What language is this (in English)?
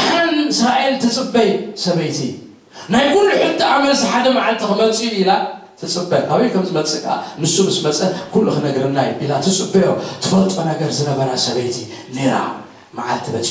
Tigrinya